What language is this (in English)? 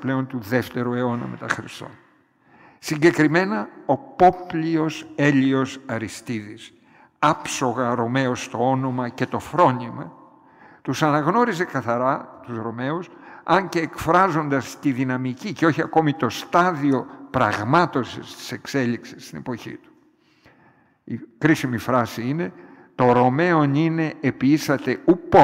Greek